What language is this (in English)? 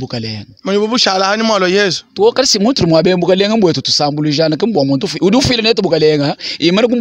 Luba-Lulua